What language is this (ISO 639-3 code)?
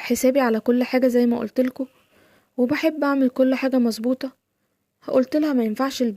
arz